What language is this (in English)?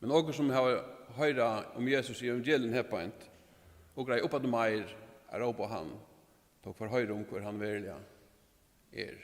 Faroese